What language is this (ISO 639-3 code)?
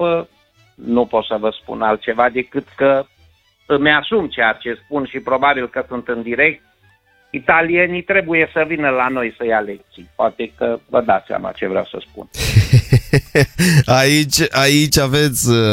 ron